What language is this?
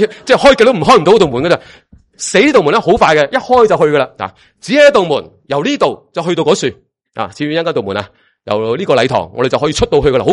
Cantonese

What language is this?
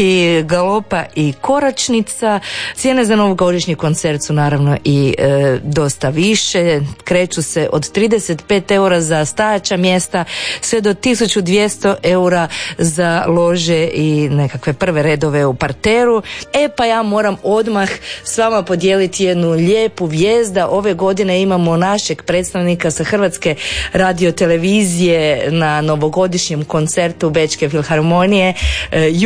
Croatian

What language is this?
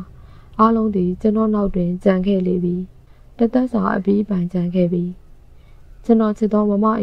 Burmese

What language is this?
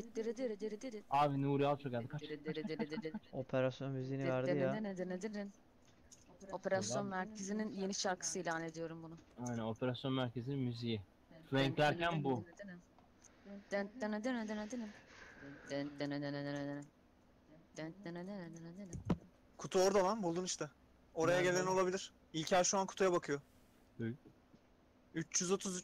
Turkish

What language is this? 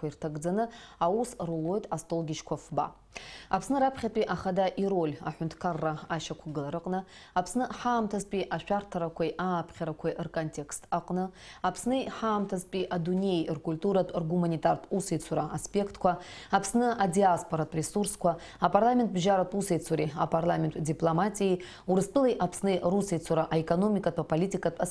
Abkhazian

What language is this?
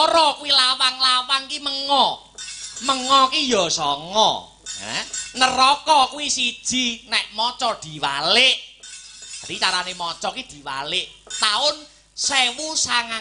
Javanese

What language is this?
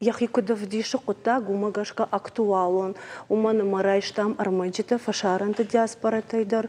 Ossetic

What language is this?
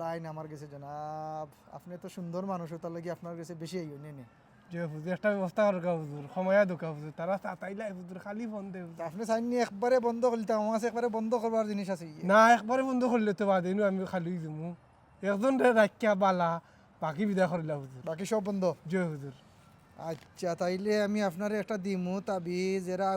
Sylheti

